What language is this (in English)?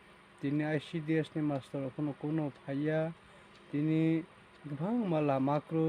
Riang (India)